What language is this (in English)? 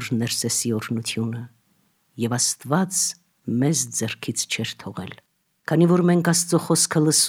Armenian